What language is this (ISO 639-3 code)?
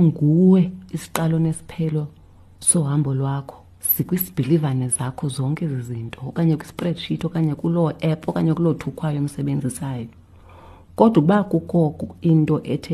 xho